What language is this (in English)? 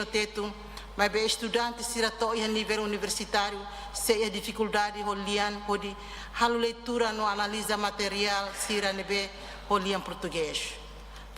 Tetum